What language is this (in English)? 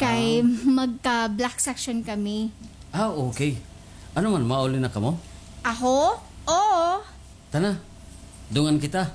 Waray